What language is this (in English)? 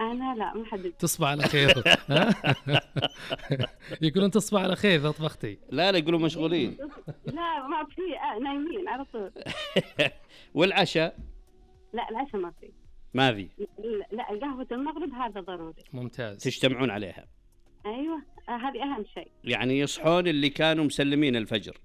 Najdi Arabic